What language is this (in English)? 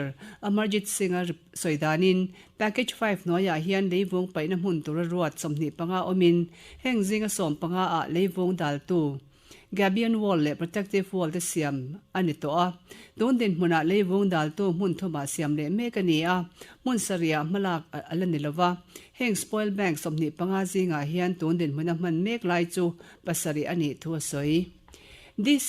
Mizo